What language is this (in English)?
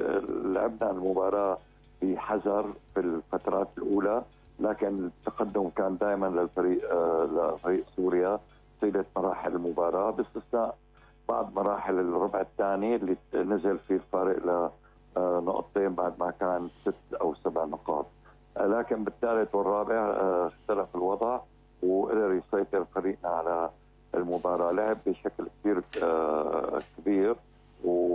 North Levantine Arabic